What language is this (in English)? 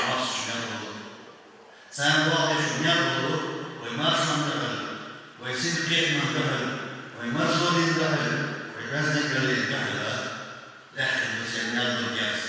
Chechen